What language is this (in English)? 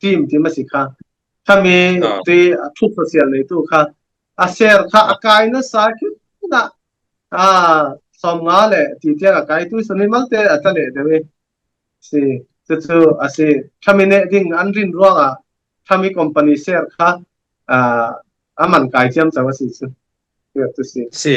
Falam Chin